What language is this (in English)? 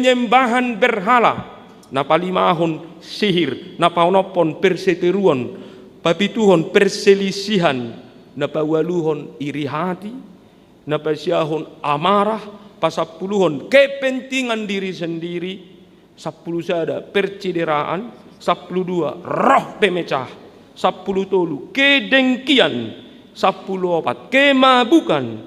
Batak Toba